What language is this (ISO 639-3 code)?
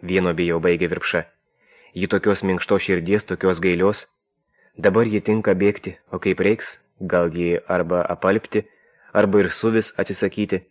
lit